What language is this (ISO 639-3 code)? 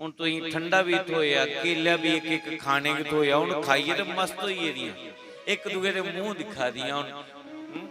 doi